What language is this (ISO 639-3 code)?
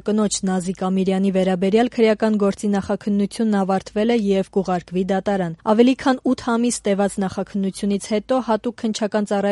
hye